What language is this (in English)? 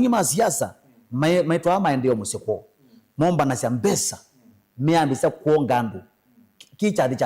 Kamba